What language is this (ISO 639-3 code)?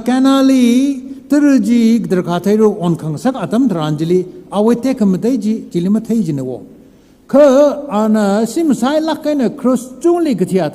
nmf